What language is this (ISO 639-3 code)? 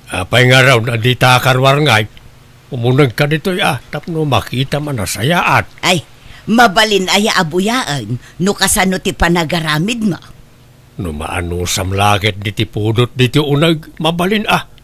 ilo